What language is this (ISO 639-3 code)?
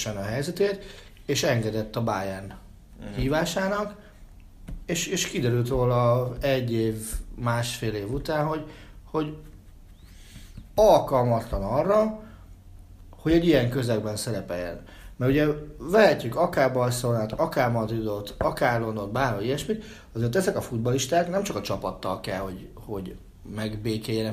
hun